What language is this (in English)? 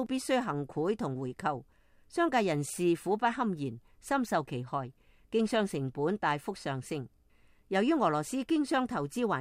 Cantonese